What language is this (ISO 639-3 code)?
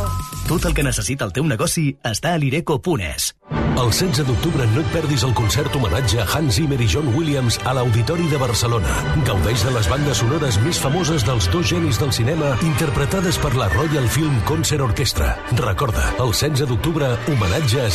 cat